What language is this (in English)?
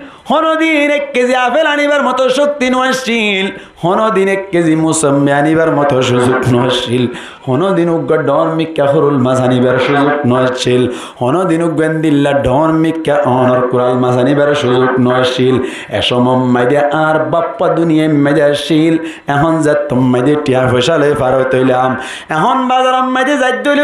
Rohingya